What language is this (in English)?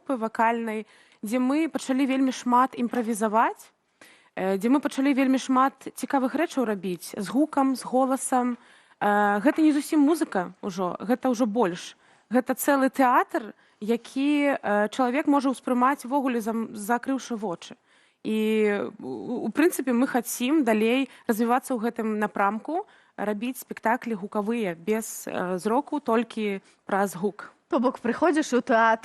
Belarusian